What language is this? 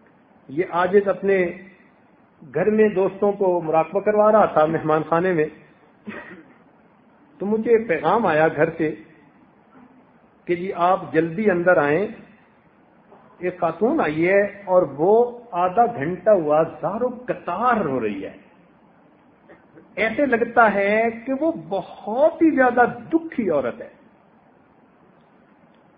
Urdu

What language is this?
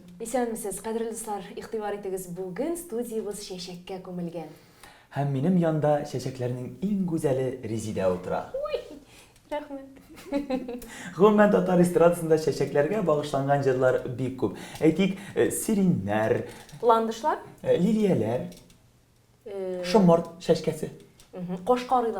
Tatar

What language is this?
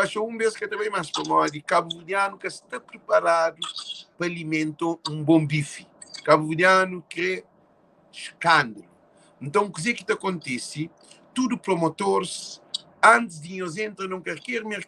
Kabuverdianu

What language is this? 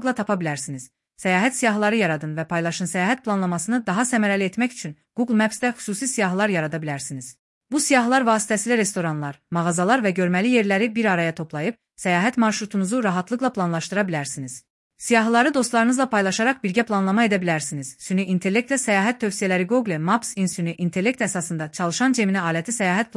Azerbaijani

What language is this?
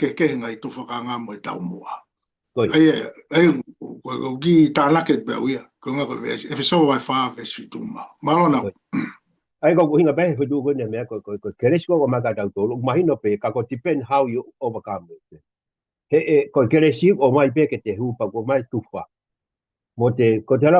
Tongan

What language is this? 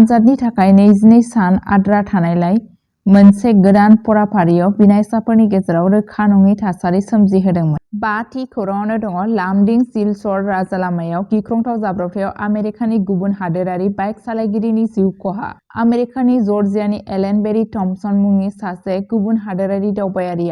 Bodo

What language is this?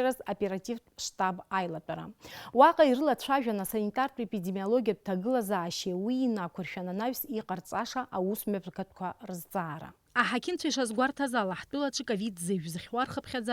Abkhazian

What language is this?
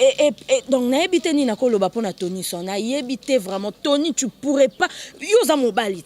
Lingala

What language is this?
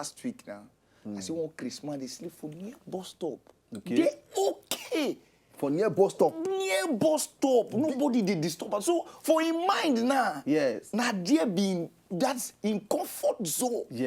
Nigerian Pidgin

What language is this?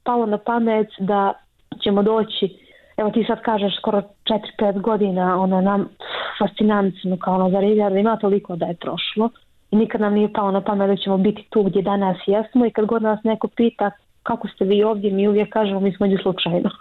Bosnian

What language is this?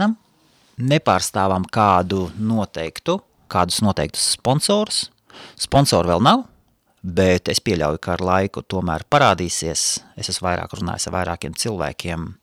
Latvian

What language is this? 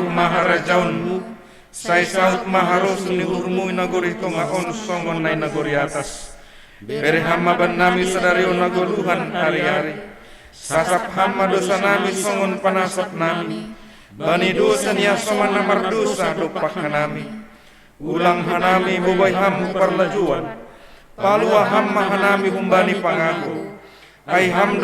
Batak Simalungun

